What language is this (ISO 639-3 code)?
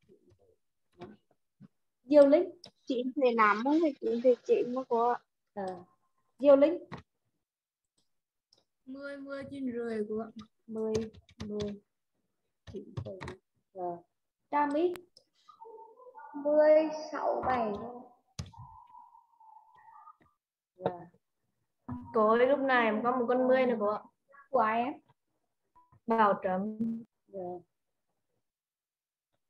vie